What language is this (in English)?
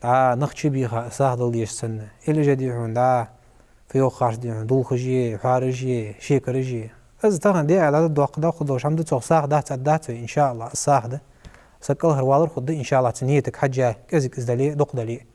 Ingush